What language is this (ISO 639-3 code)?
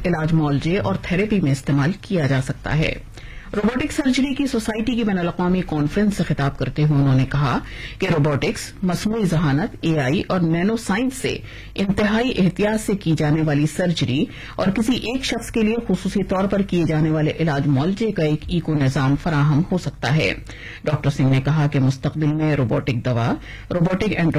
urd